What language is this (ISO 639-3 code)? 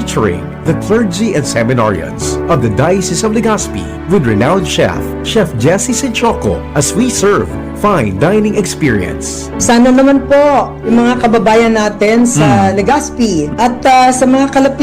bik